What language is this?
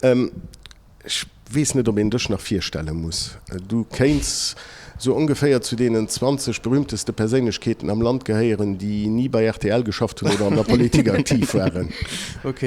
Luxembourgish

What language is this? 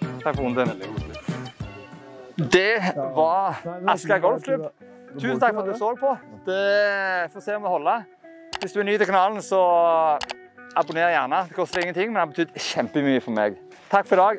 Norwegian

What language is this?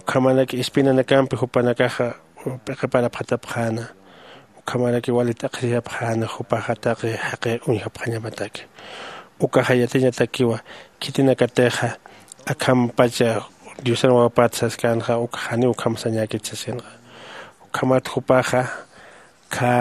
Aymara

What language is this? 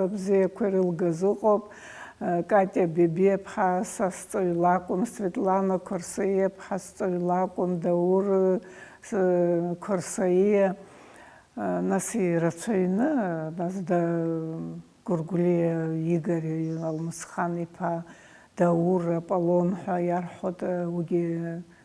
Abkhazian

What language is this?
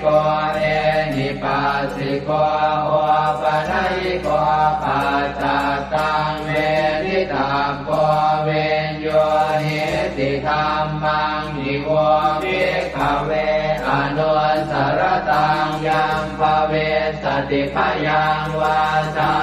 Pali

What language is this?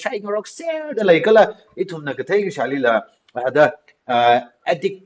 Tangkhul Naga (India)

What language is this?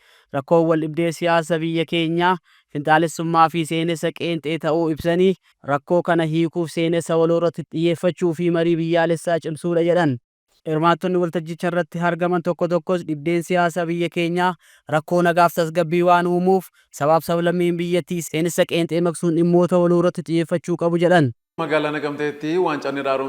Oromo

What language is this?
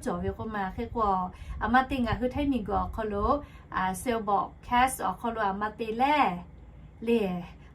Lahu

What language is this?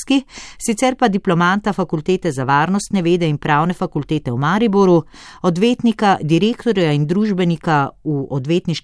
Slovenian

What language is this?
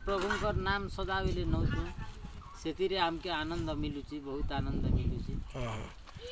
Odia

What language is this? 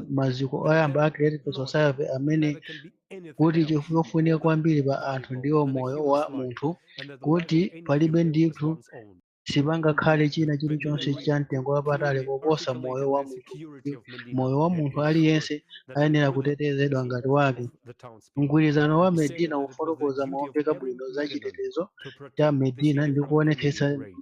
Nyanja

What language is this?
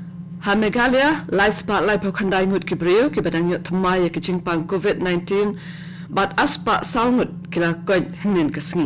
Khasi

